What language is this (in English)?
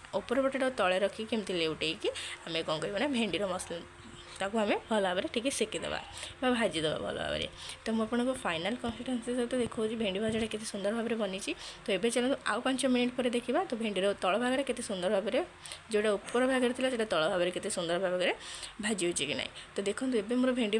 Odia